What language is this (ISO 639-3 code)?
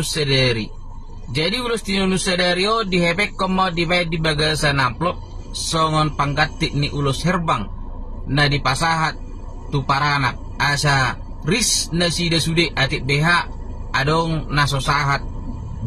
bbc